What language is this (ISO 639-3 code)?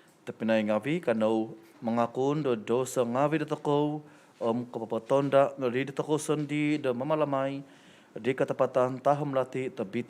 dtp